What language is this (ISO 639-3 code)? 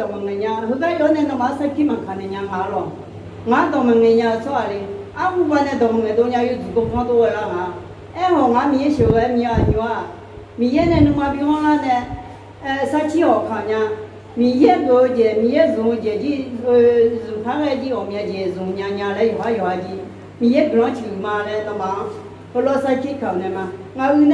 ahk